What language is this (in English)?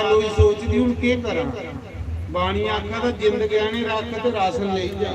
Dogri